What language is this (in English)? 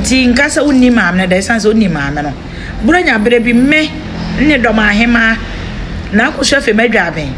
Akan